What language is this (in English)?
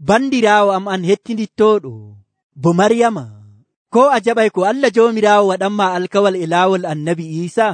Nigerian Fulfulde